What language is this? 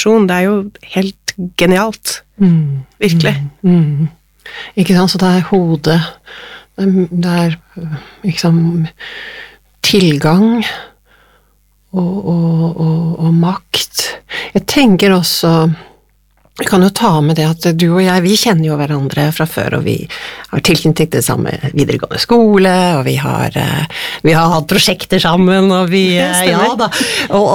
Norwegian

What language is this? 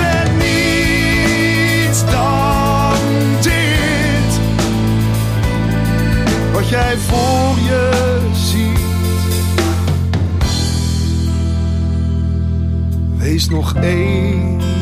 Dutch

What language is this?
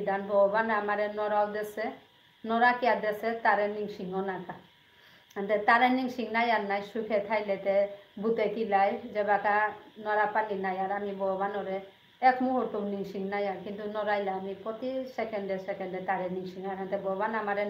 Bishnupriya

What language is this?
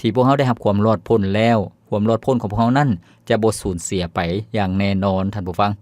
Lao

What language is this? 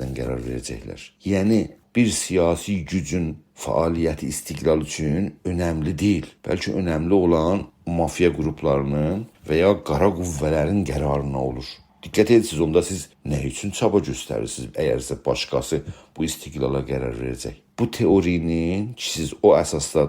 South Azerbaijani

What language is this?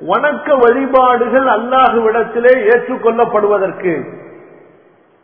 Tamil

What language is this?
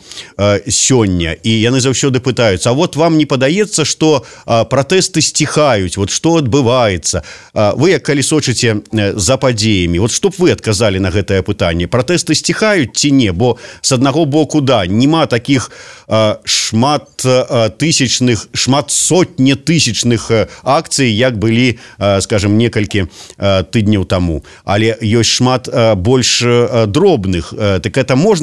Belarusian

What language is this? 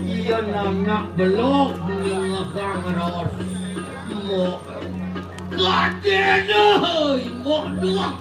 Balinese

